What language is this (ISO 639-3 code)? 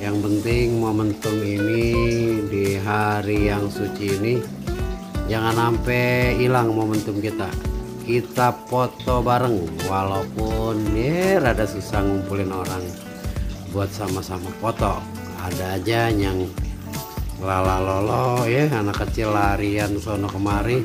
bew